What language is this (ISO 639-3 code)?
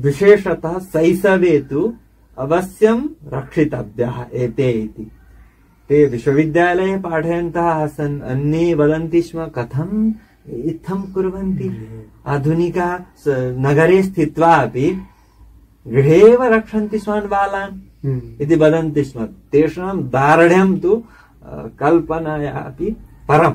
san